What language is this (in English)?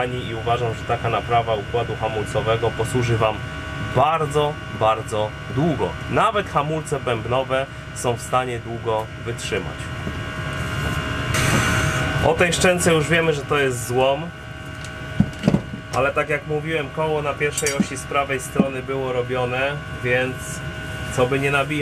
Polish